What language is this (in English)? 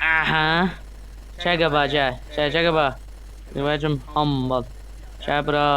South Azerbaijani